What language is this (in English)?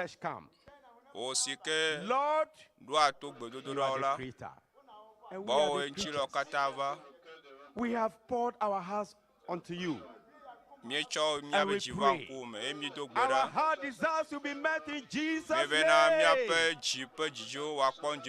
Ewe